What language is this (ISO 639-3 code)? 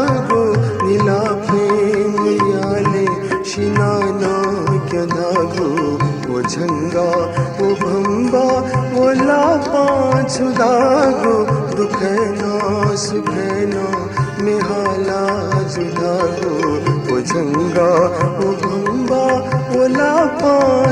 new